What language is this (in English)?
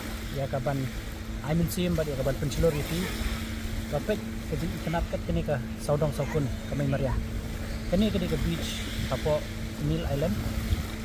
Khasi